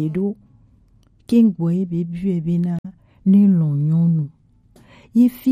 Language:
Gen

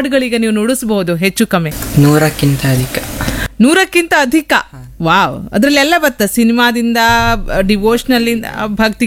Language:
Kannada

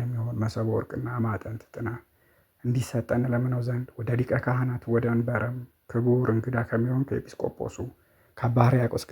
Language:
Amharic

